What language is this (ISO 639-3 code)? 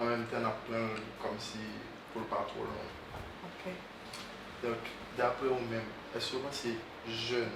hat